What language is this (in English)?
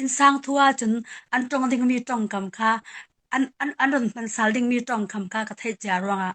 Falam Chin